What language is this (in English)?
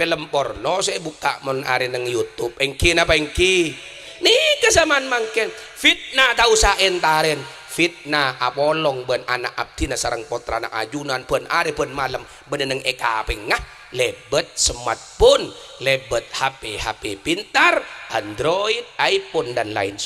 Madurese